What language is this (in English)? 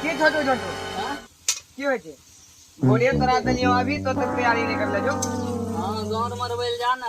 Maithili